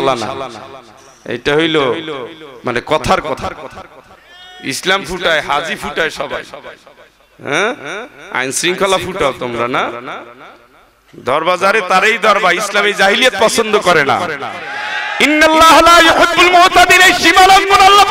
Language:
Bangla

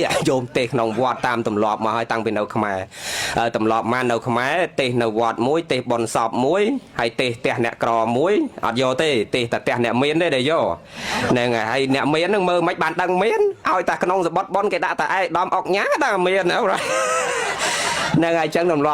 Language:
Khmer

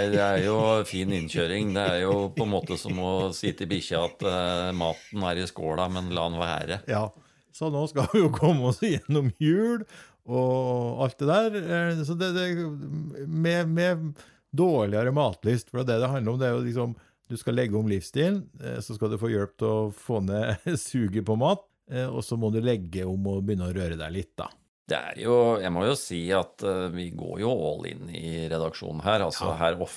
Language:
Norwegian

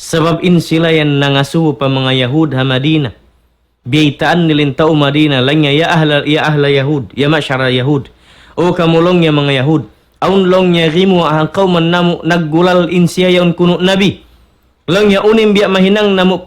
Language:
Tausug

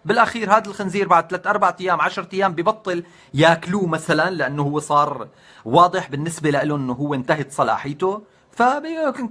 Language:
North Levantine Arabic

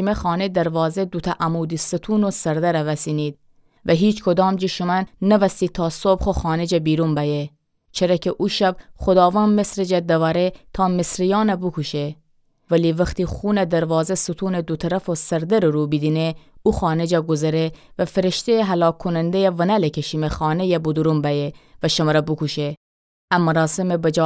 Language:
Gilaki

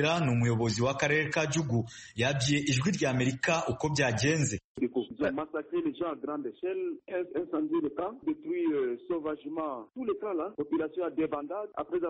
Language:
Kinyarwanda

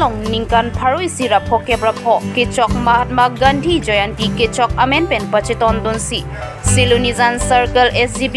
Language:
Karbi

